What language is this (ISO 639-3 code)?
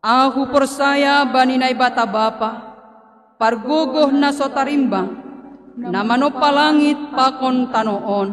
bts